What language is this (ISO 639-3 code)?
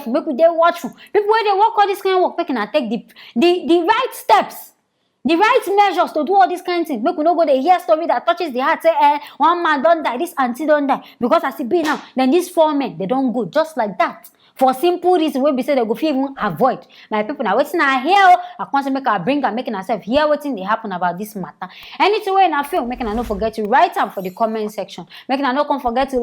pcm